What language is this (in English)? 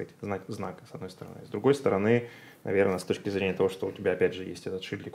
Russian